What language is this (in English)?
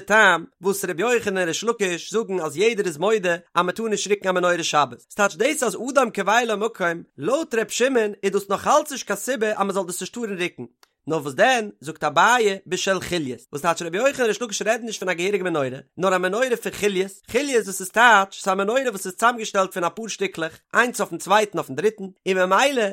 Yiddish